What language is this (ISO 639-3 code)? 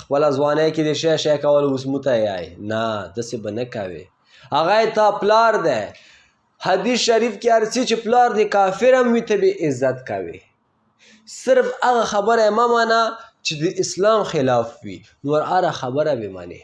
pus